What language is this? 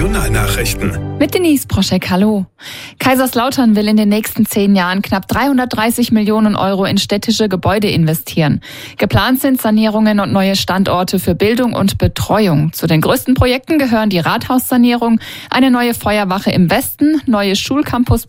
German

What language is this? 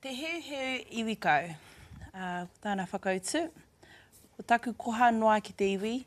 Māori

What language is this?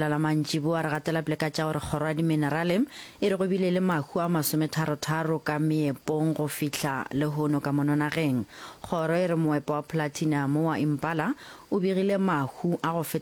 Northern Sotho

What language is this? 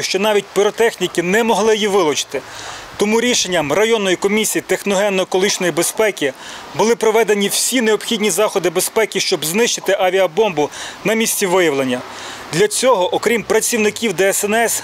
Ukrainian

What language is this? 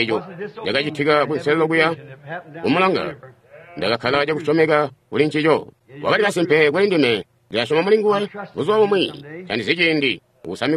Tonga (Zambia)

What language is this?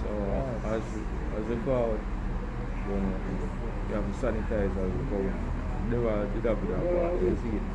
Jamaican Creole English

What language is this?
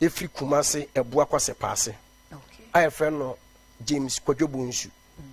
Akan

